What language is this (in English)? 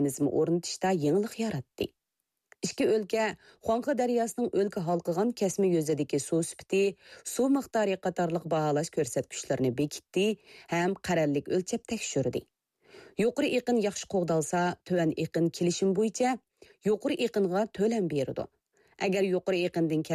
Uyghur